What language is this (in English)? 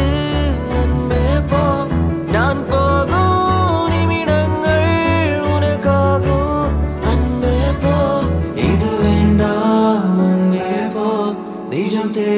Tamil